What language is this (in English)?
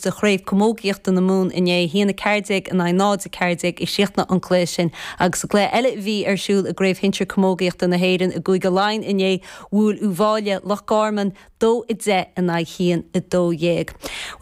Irish